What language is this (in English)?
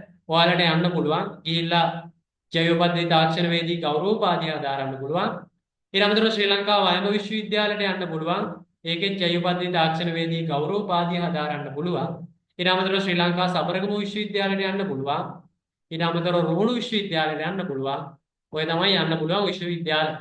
Sinhala